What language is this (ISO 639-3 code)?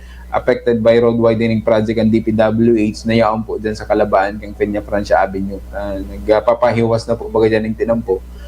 bik